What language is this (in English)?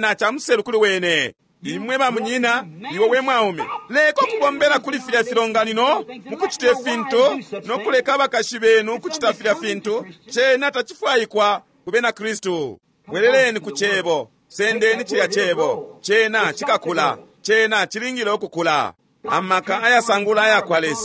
Bemba